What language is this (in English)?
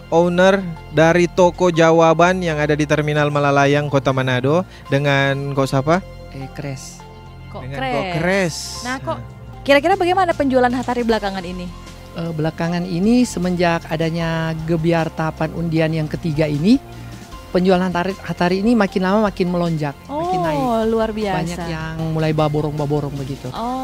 Manado Malay